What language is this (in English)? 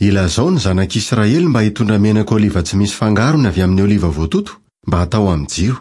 Malagasy